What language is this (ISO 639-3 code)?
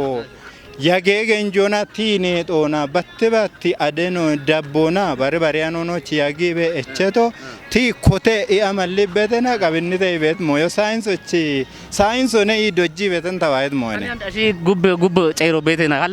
kbr